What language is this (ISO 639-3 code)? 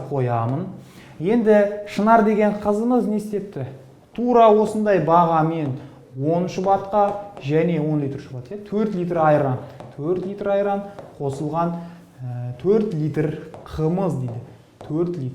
kaz